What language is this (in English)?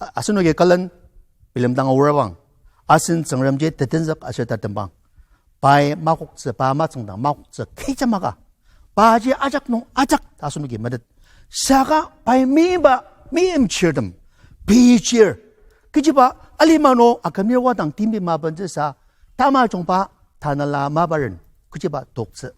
Ao Naga